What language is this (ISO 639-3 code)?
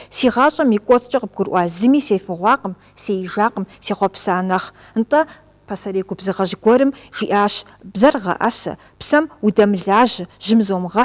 kbd